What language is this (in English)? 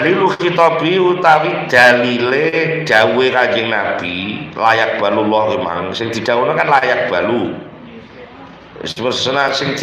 Javanese